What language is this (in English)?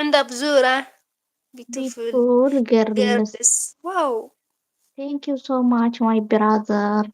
Tigrinya